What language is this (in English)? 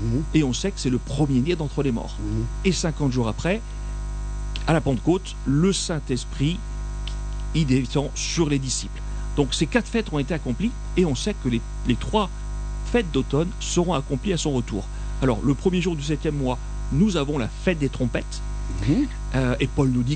French